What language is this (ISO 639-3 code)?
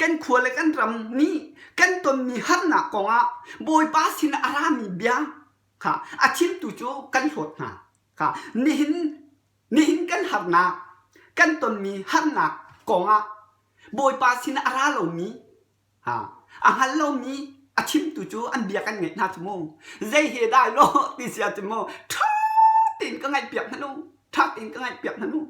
cnh